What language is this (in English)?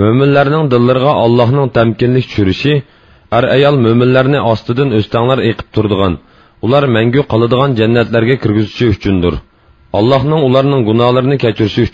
Uyghur